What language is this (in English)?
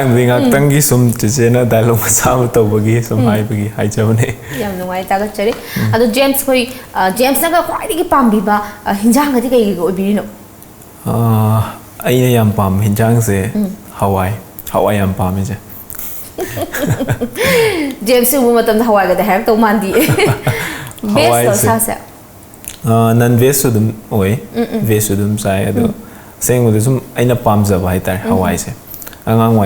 Manipuri